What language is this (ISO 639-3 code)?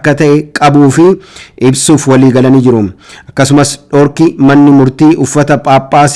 orm